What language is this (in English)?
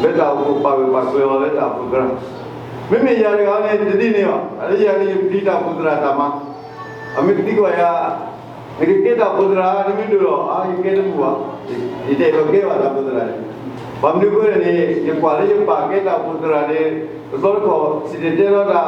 S'gaw Karen